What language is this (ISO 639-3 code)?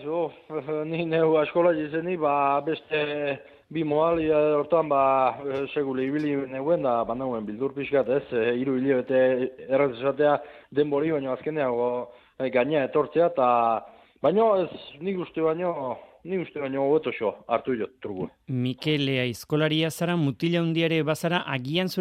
eus